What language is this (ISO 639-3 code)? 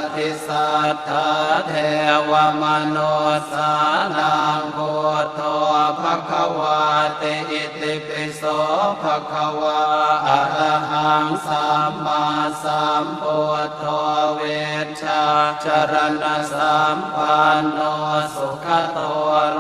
pli